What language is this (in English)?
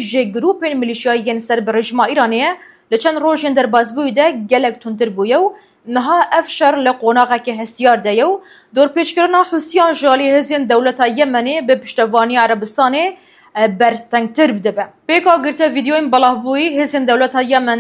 Kurdish